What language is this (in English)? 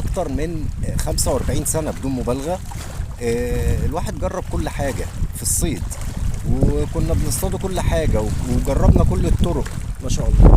Egyptian Arabic